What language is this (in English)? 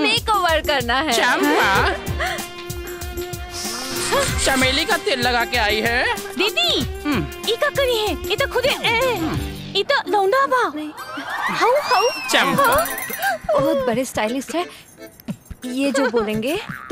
Bhojpuri